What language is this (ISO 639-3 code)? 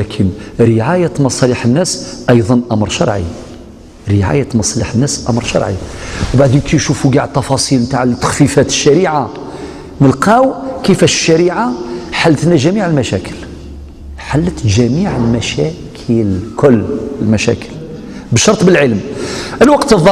arq